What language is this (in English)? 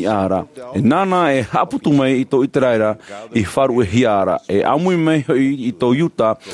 Tahitian